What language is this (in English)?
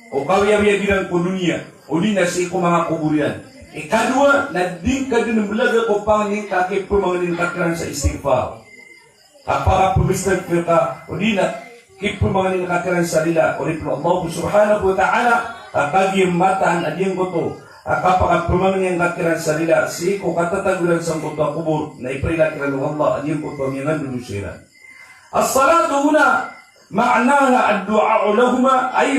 Maranao